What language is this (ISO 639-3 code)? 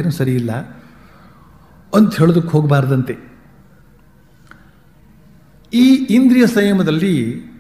kan